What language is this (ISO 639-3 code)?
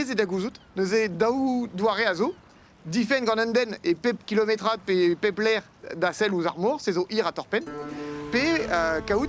bre